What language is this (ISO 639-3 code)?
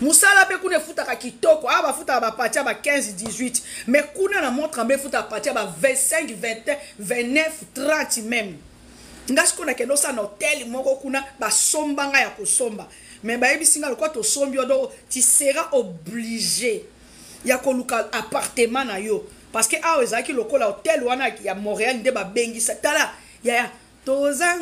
lin